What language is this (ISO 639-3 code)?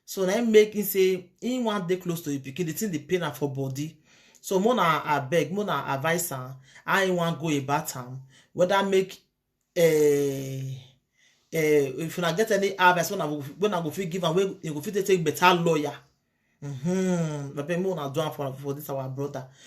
pcm